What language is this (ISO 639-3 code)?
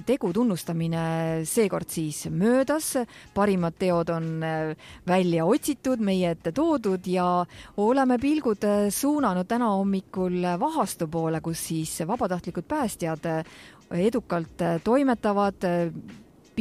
est